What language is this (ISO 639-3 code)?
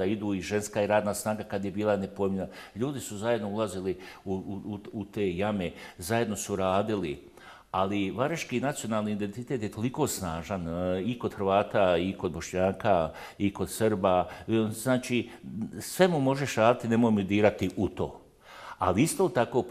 bos